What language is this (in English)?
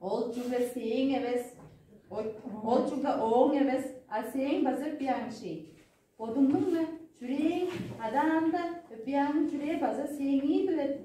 Tuvinian